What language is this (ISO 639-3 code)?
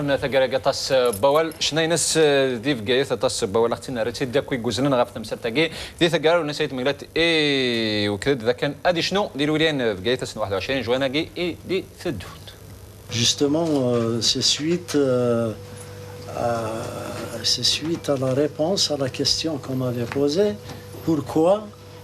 kab